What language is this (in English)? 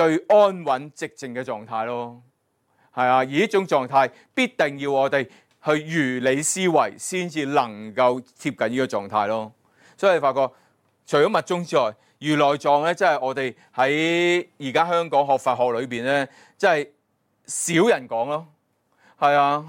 Cantonese